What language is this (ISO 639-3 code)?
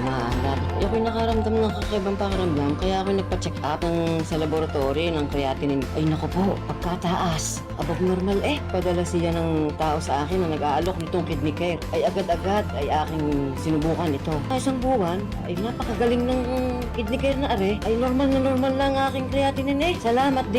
bik